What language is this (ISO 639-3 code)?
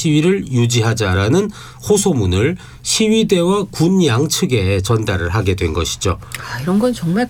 kor